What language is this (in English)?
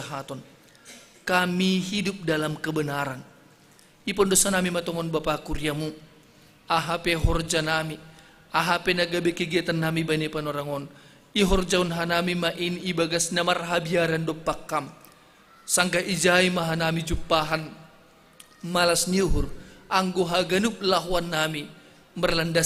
Batak Simalungun